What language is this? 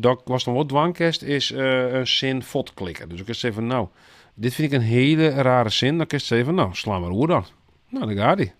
Western Frisian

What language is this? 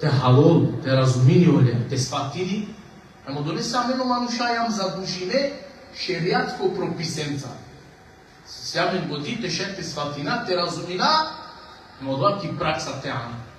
Balkan Romani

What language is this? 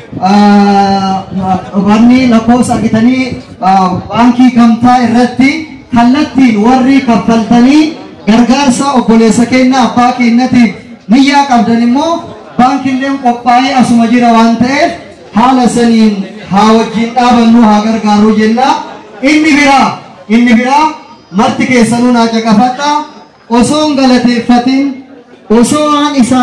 Oromo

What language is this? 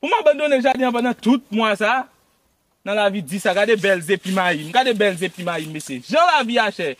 Haitian Creole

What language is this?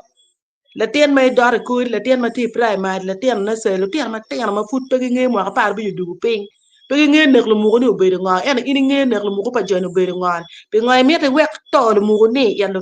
Acoli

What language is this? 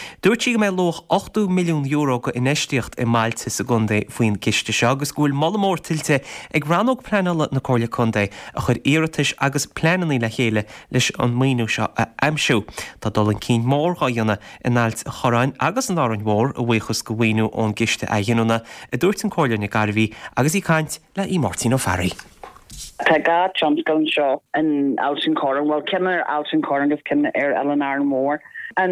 Irish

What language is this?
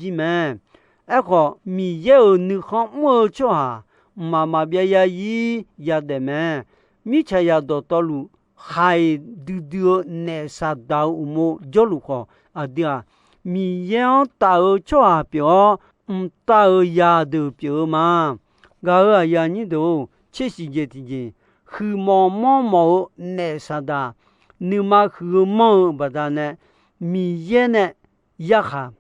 Akha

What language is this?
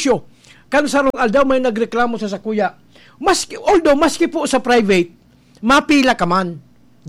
Bikol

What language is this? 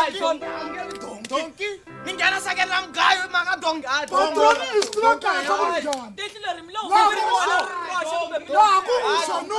Tsonga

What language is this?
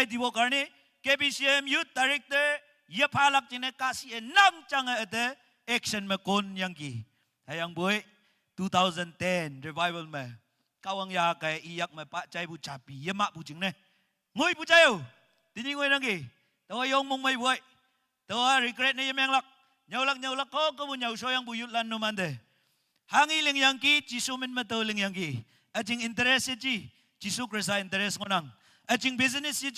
Naga Pidgin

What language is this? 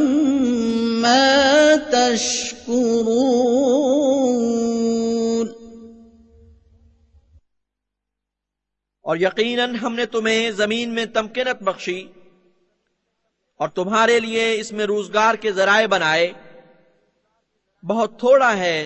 Urdu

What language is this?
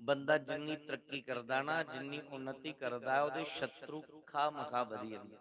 Dogri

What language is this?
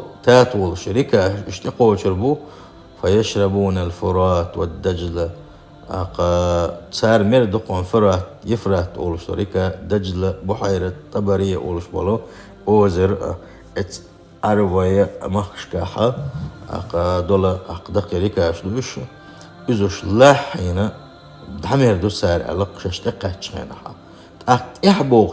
Chechen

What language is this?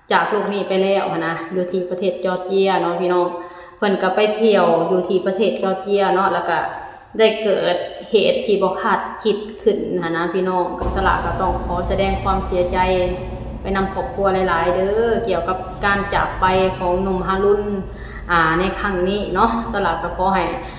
Lao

